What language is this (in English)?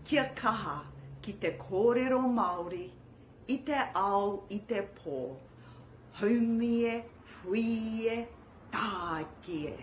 Māori